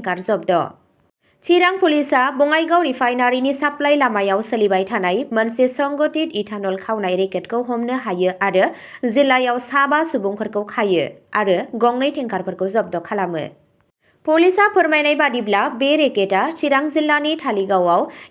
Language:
Bodo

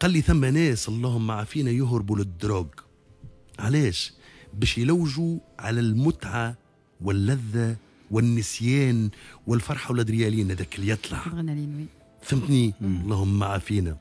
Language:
Tunisian Arabic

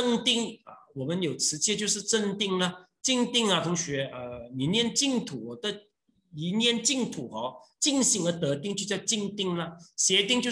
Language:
Chinese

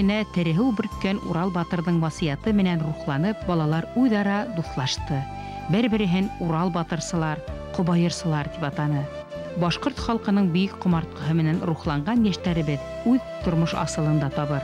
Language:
Bashkir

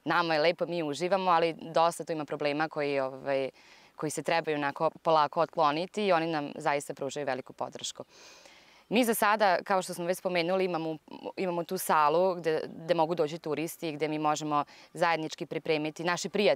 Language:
Serbian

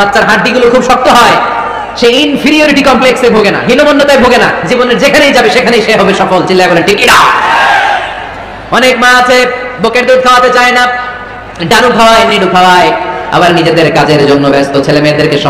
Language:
Bangla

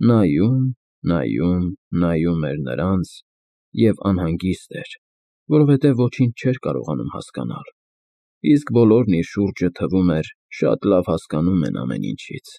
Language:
Armenian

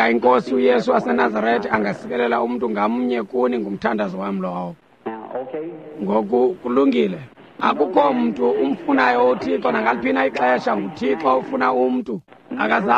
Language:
Xhosa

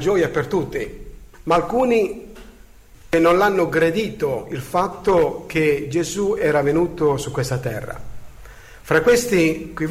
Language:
Italian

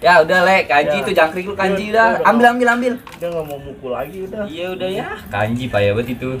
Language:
Betawi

